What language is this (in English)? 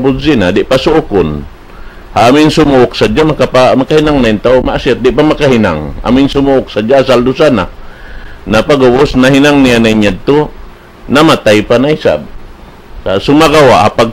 Tausug